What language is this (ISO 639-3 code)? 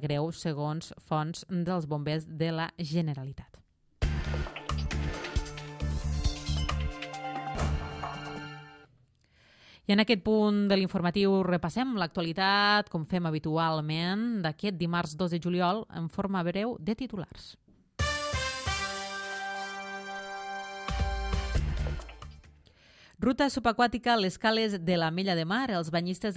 cat